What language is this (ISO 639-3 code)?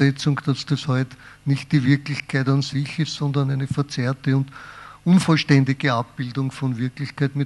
deu